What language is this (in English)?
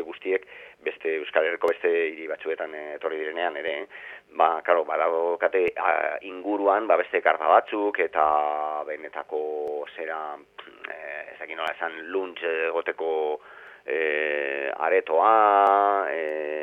Basque